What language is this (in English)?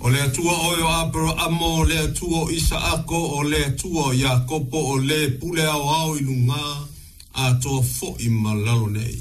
Samoan